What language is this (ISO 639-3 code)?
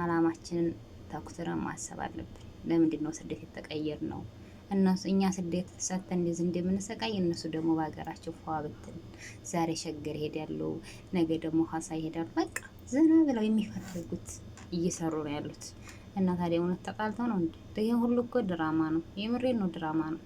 amh